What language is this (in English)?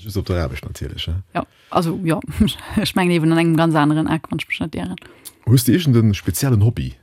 Luxembourgish